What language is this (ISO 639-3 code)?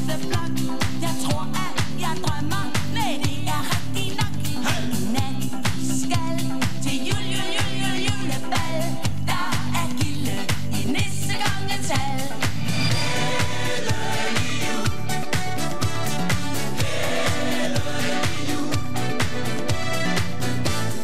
dan